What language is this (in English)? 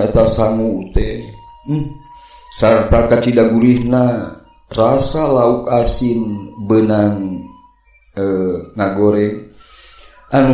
Sundanese